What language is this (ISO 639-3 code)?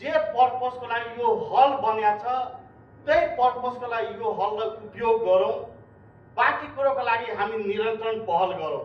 nep